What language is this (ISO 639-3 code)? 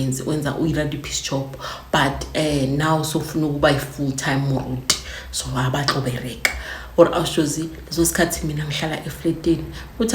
zul